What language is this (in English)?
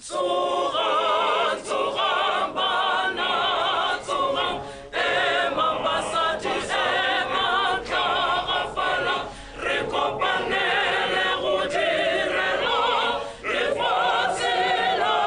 Tswana